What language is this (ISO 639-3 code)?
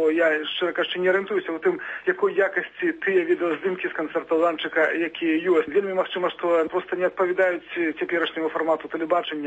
bel